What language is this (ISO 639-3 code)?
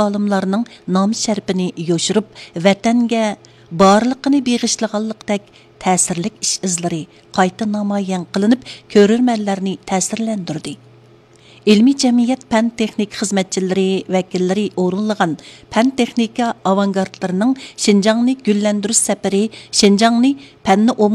uig